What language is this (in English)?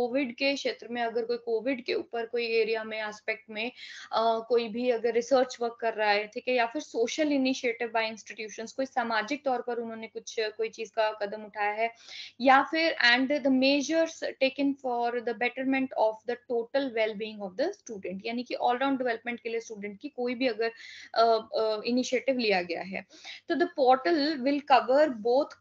Hindi